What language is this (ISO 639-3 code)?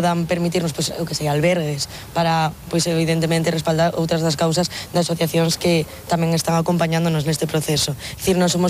glg